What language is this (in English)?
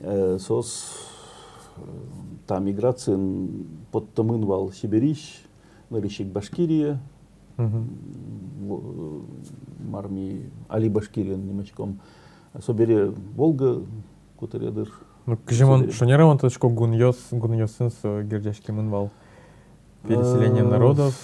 Udmurt